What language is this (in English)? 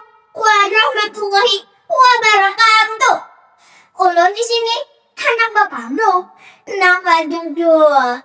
Banjar